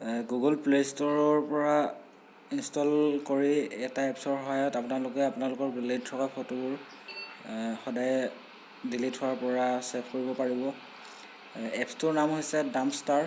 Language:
Assamese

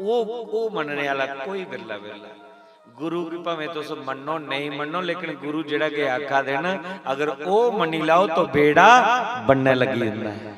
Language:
Dogri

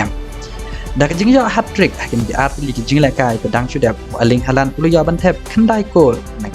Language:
Khasi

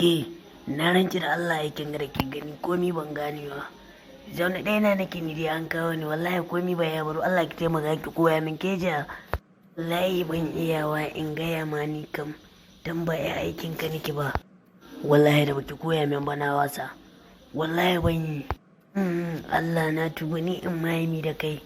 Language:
Hausa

